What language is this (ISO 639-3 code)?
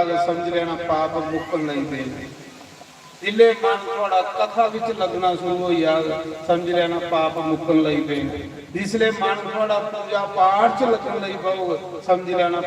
doi